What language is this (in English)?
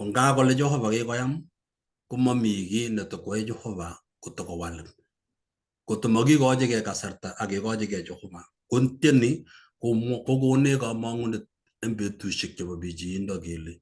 Kalenjin